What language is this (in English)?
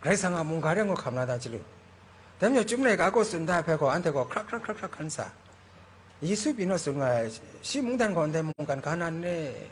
Kachin